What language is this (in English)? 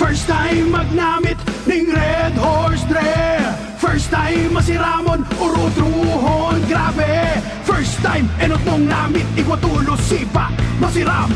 Bikol